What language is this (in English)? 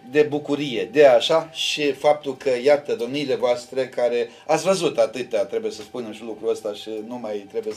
Romanian